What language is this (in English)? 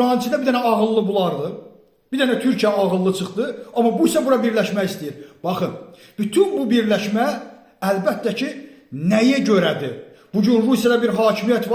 Azerbaijani